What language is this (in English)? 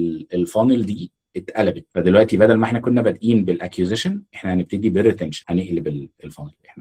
Egyptian Arabic